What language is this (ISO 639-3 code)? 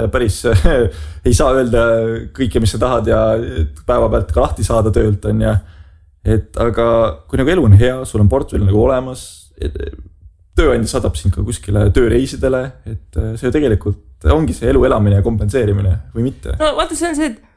est